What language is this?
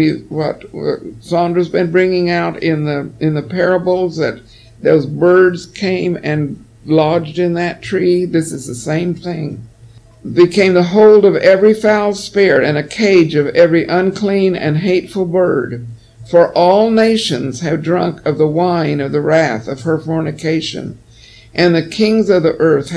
English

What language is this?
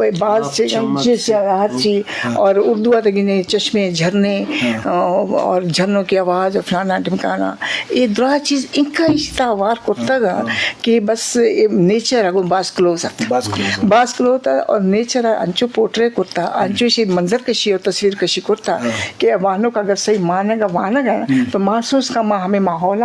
Eastern Balochi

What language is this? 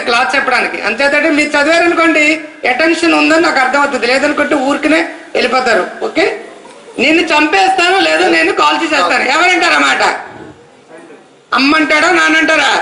Telugu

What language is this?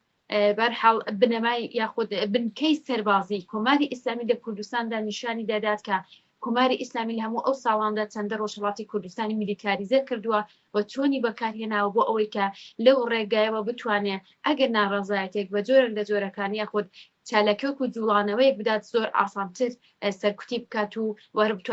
Central Kurdish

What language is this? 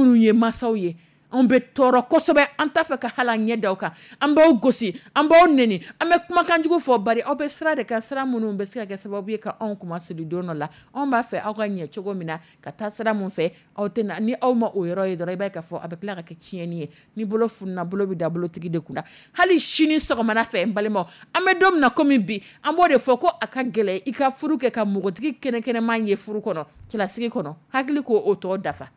Dyula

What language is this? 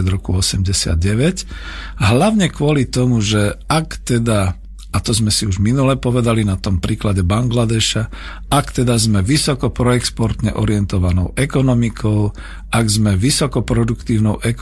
Slovak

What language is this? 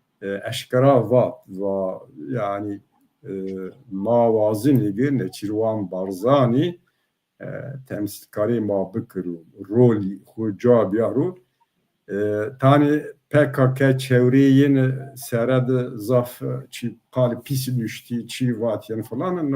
Zaza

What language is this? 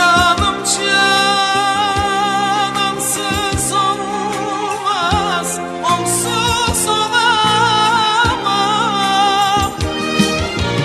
Turkish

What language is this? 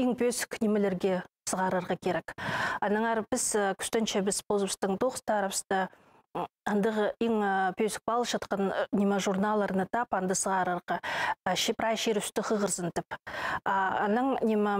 Khakas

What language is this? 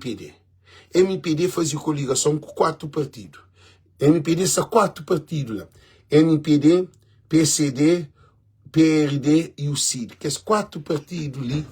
Kabuverdianu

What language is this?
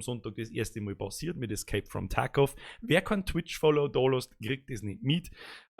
Bavarian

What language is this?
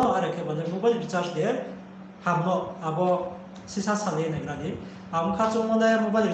Riang (India)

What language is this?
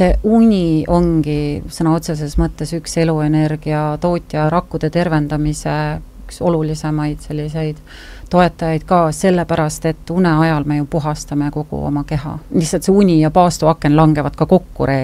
Estonian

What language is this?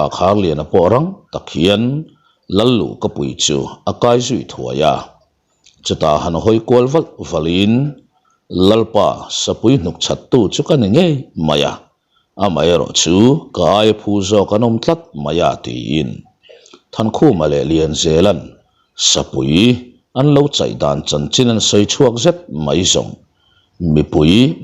Mizo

